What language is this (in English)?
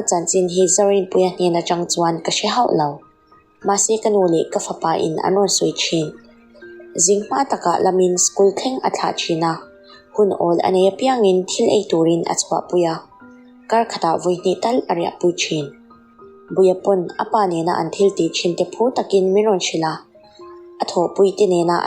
Mizo